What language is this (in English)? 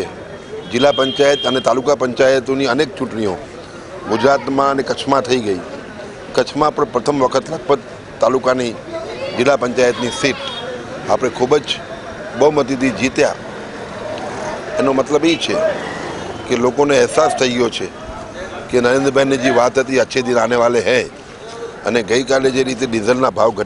Gujarati